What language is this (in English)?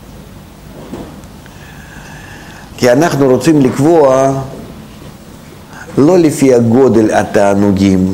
Hebrew